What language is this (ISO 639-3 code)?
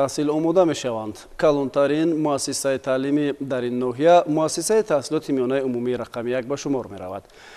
tgk